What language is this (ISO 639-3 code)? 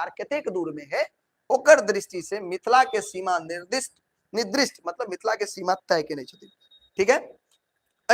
mai